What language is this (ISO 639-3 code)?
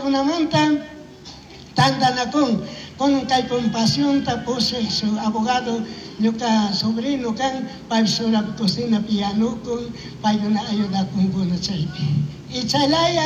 qug